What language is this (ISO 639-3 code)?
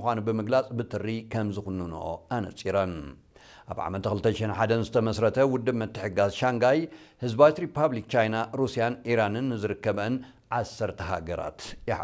tir